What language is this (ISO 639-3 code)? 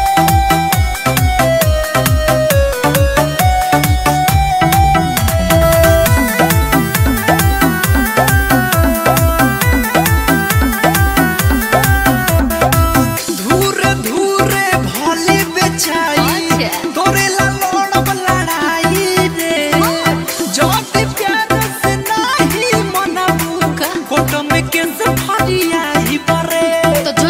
bho